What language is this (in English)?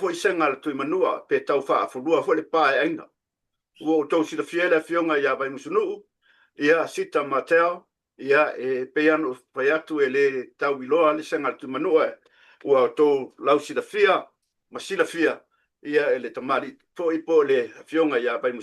Samoan